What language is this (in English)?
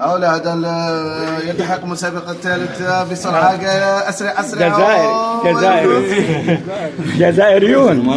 Egyptian Arabic